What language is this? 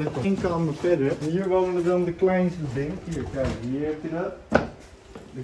Dutch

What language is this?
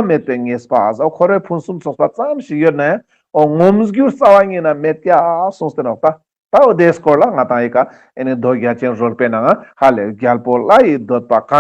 Ladakhi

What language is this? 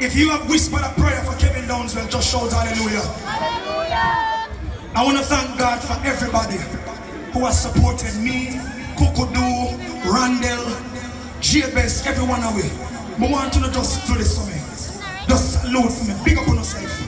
Jamaican Creole English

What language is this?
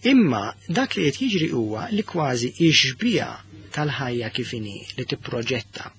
Maltese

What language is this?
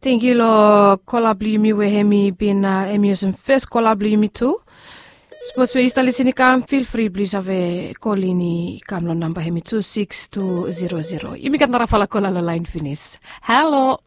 Bislama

